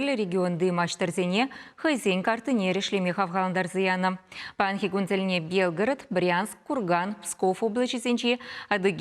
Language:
Chuvash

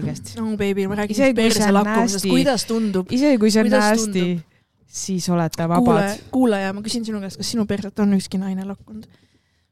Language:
Estonian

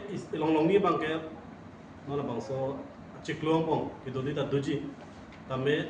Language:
Karbi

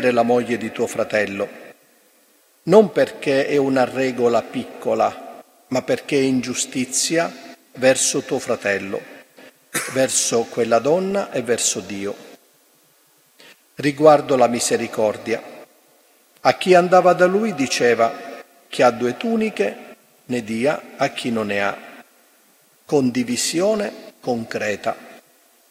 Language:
Italian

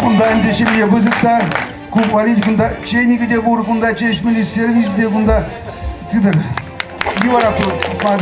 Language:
Chuvash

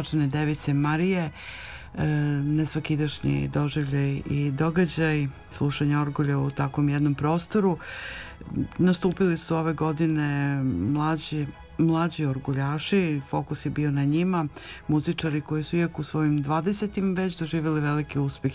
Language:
Serbian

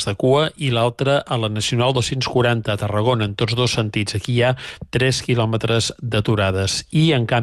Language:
Catalan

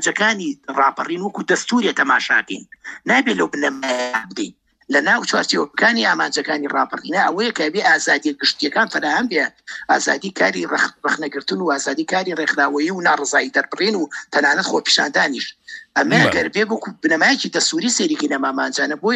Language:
Central Kurdish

